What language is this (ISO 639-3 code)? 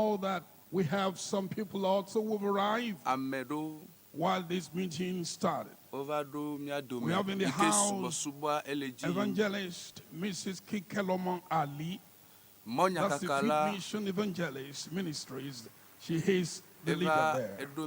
ewe